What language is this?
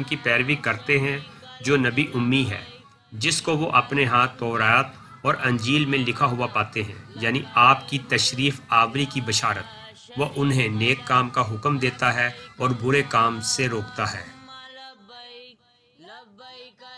Urdu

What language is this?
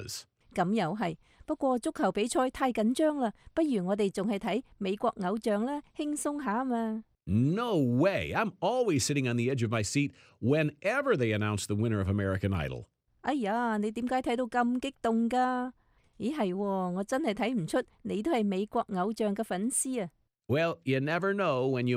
Cantonese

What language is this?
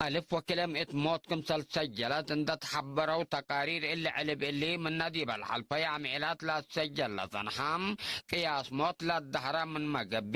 Tigre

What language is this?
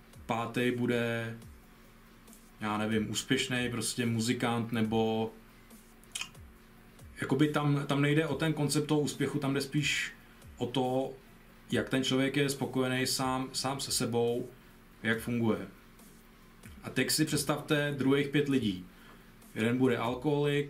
Czech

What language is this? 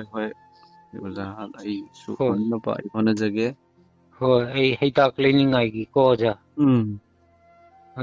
Manipuri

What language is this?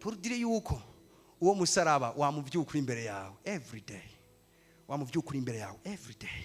Rundi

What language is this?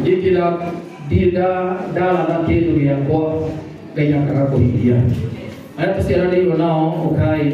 Kikuyu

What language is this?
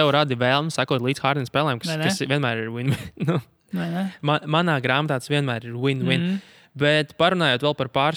Latvian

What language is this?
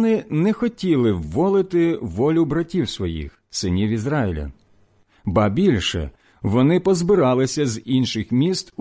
Ukrainian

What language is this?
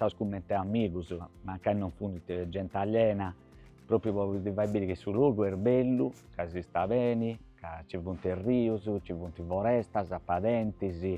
Sardinian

